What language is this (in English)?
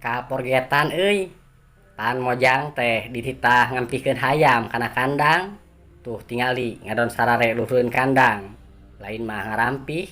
Sundanese